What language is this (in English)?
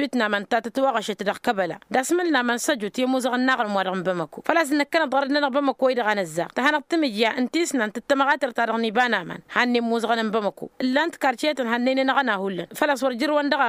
Tamasheq